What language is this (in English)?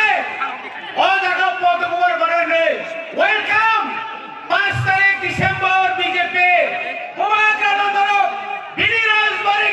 Kok Borok